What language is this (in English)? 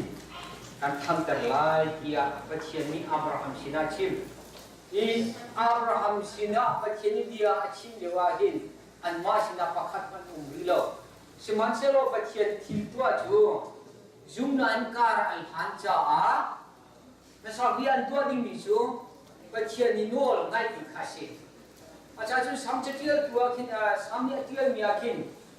Hakha Chin